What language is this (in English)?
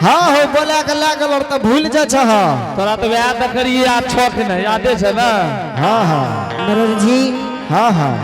Angika